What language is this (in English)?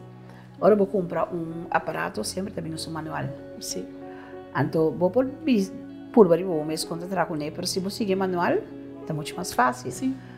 Papiamento